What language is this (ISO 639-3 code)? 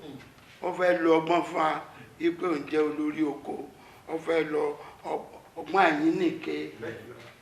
yor